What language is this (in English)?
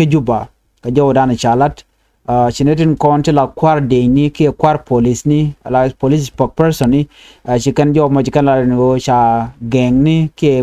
Nuer